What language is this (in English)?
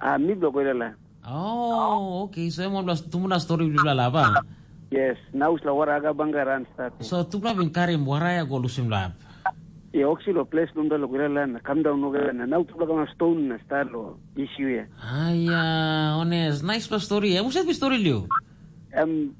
Tok Pisin